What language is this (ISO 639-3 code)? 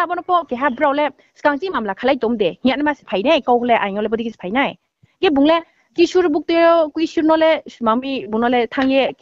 ria